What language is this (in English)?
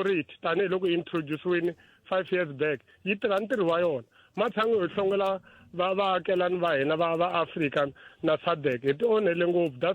Tsonga